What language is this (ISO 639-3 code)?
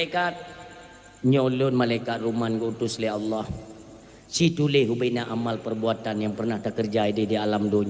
ace